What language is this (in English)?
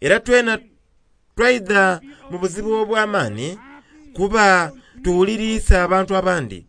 Soga